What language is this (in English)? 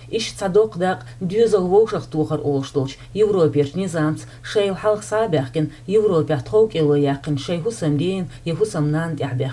Chechen